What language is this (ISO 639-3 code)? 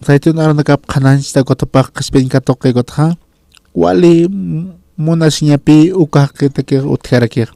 aym